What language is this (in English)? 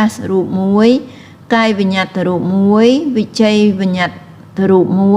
Khmer